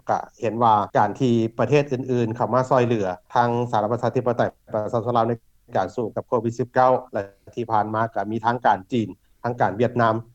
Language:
Lao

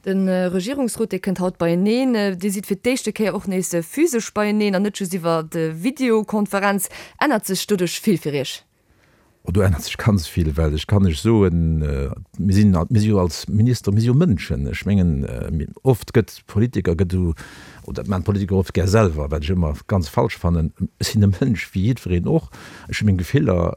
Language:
Luxembourgish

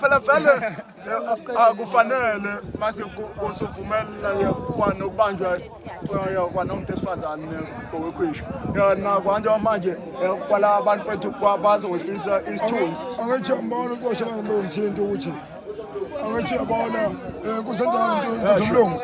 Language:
Zulu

